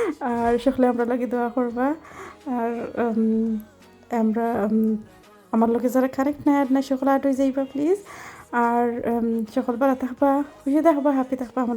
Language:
Sylheti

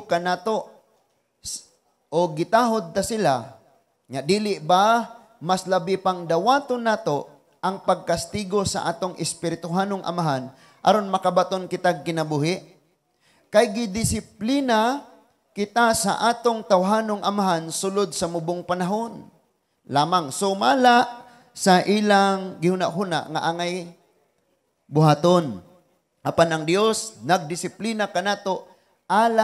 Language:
Cebuano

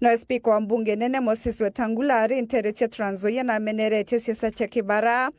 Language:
Meru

